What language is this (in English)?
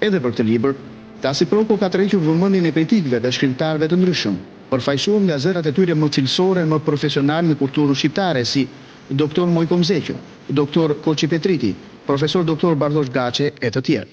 Albanian